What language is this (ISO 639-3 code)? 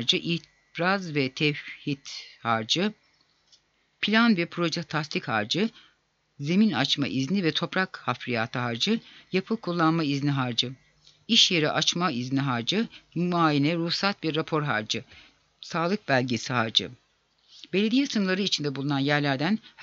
tur